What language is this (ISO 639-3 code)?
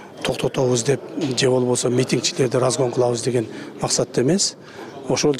kir